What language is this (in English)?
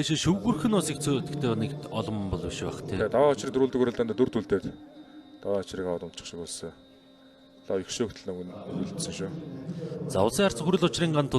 Mongolian